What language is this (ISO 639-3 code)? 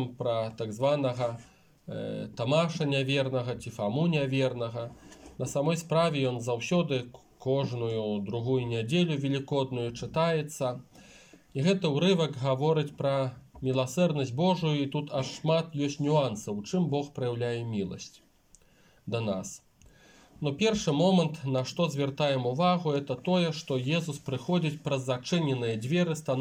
bel